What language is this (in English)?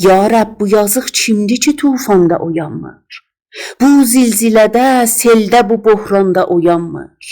South Azerbaijani